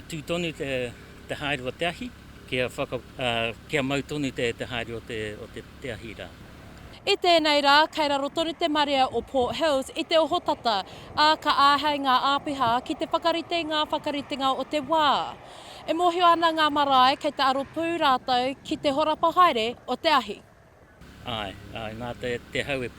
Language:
Māori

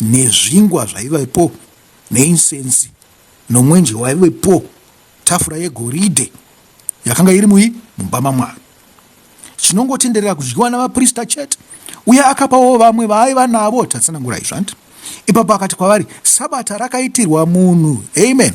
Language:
Shona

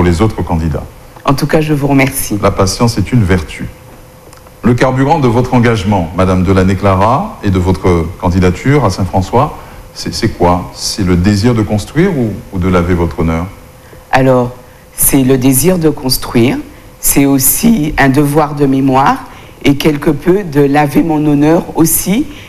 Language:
French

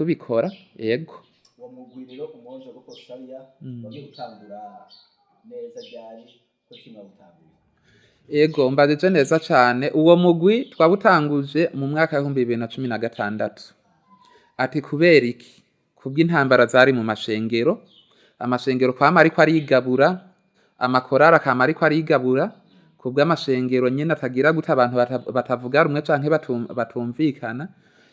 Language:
Rundi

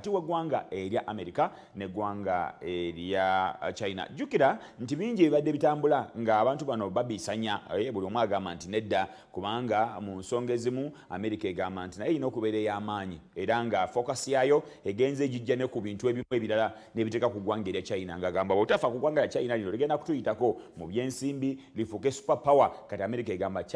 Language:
Ganda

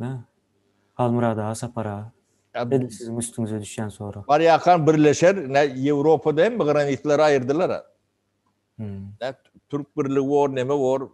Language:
Turkmen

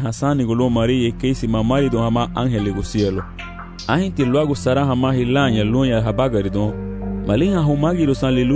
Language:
Garifuna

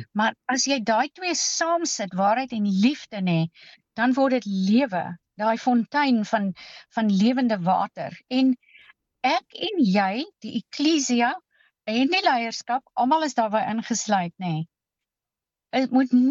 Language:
Afrikaans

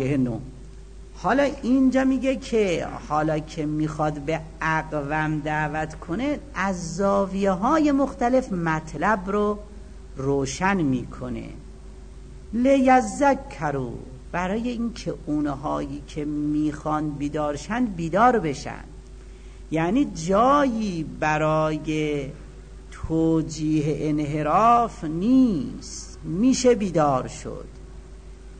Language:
Persian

